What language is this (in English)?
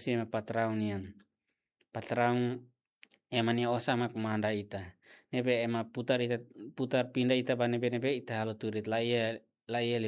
Tetum